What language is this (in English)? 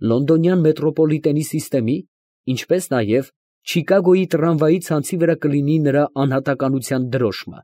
Armenian